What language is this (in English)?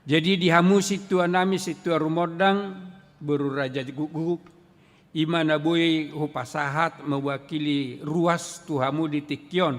Batak Toba